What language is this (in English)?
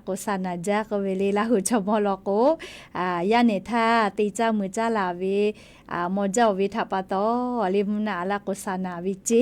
Lahu